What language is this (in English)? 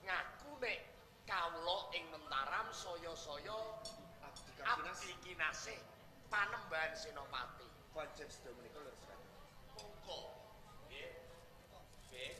Javanese